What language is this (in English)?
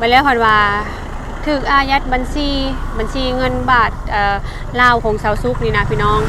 Lao